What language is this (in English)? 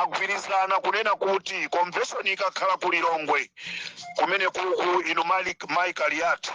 Nyanja